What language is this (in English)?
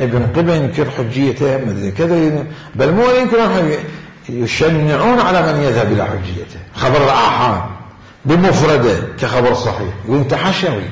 Mesopotamian Arabic